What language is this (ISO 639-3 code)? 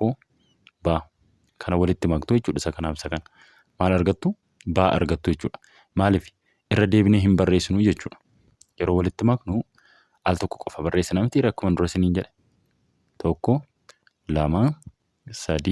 orm